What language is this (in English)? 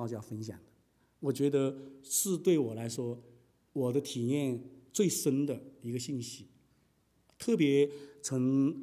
Chinese